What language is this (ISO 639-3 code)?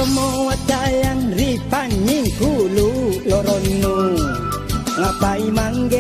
mak